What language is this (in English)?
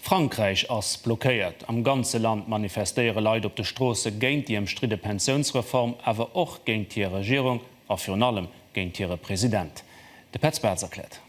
Luxembourgish